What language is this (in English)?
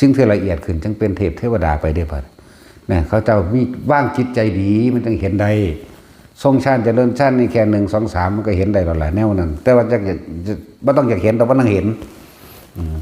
Northeastern Thai